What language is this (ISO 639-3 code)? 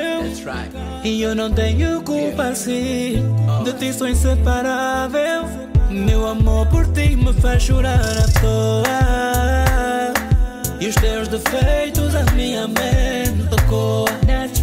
por